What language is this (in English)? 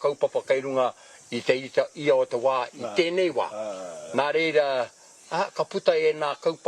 Māori